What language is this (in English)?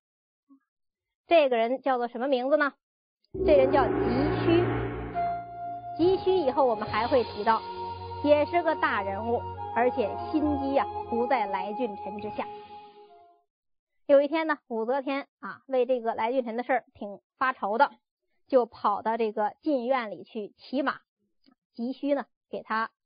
Chinese